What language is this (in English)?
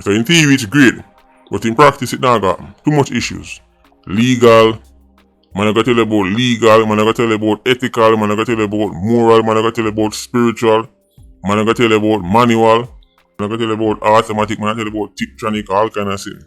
Jamaican Creole English